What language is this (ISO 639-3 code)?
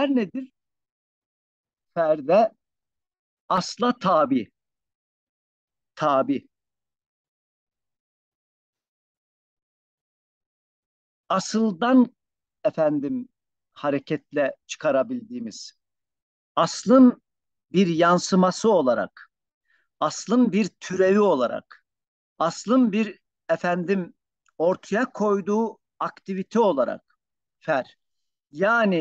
tur